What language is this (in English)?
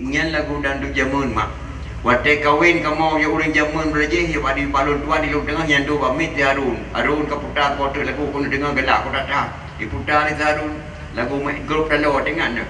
Achinese